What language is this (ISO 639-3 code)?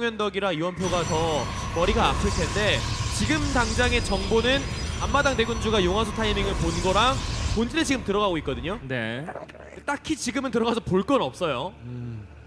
kor